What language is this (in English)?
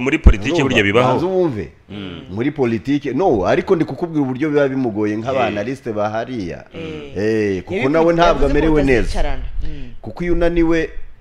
Kinyarwanda